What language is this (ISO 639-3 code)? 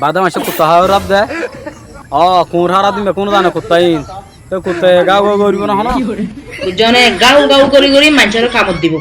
rhg